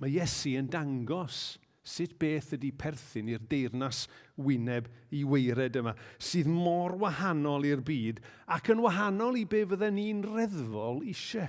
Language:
Welsh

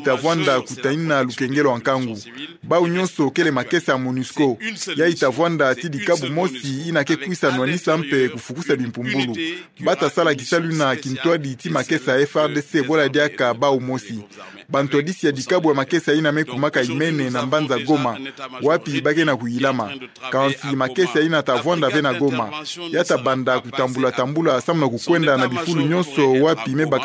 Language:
Kituba (Democratic Republic of Congo)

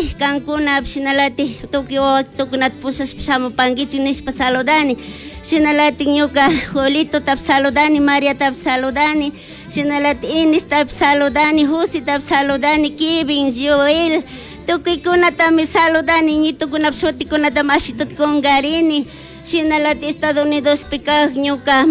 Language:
Chimborazo Highland Quichua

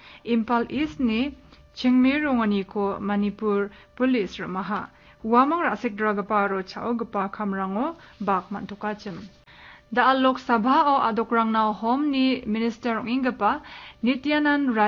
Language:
Garo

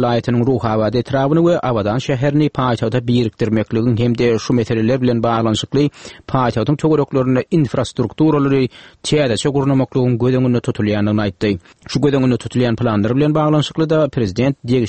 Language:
Turkmen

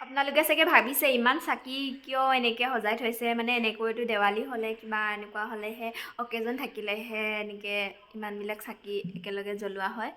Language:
Assamese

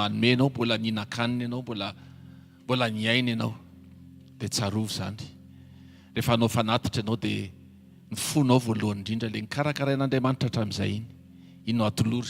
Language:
Malagasy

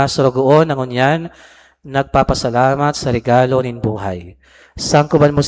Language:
Bikol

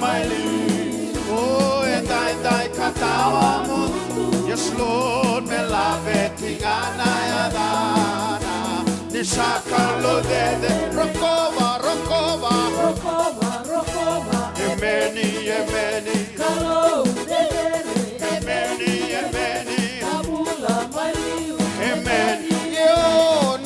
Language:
Fijian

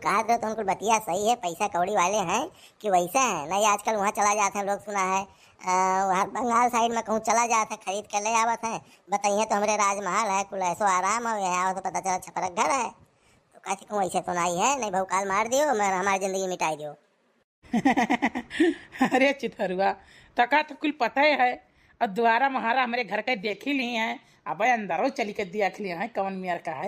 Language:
Awadhi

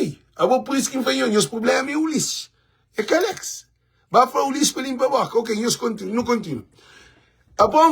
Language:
Kabuverdianu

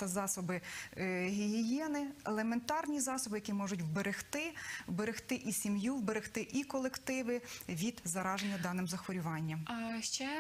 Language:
Ukrainian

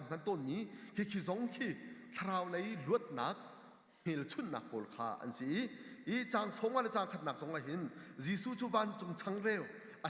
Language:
Hakha Chin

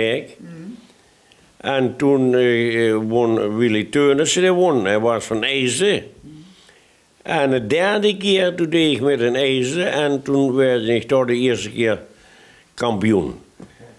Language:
Limburgish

